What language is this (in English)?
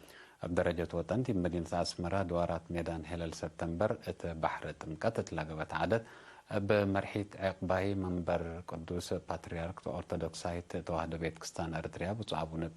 Tigre